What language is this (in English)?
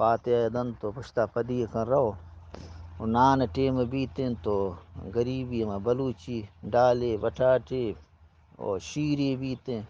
Eastern Balochi